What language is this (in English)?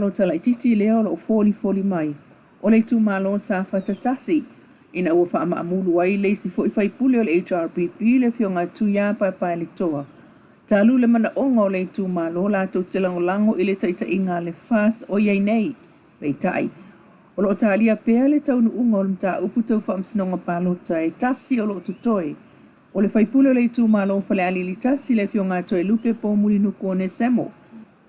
Samoan